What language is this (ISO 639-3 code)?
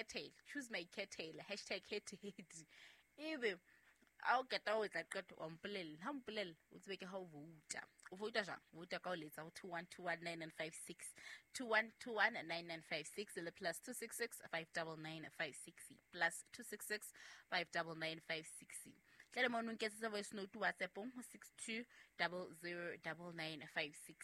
sot